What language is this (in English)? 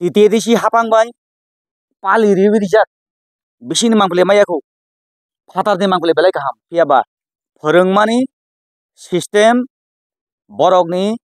Kok Borok